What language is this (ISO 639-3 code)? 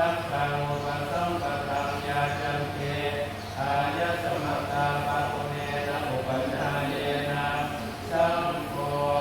pli